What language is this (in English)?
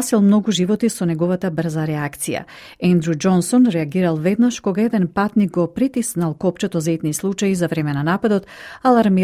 Macedonian